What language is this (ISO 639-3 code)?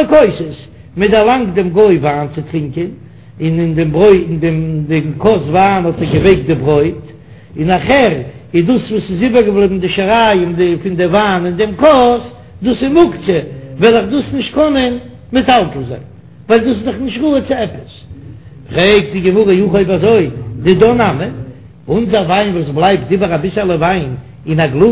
yid